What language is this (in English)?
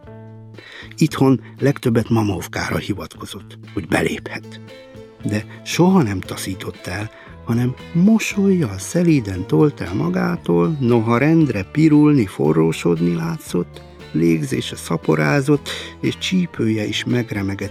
Hungarian